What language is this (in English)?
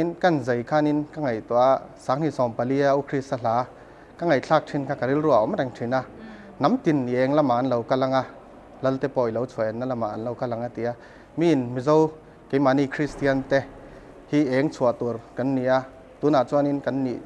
Mizo